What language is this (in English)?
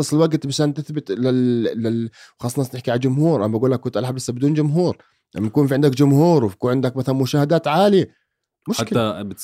North Levantine Arabic